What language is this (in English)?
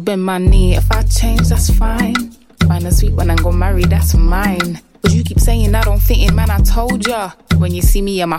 English